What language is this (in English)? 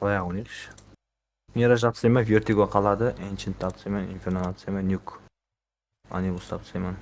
Kara-Kalpak